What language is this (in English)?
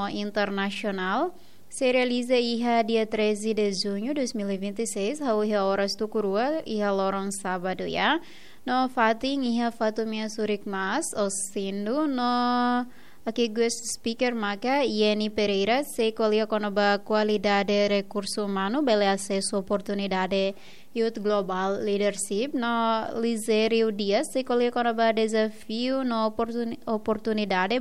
Tetum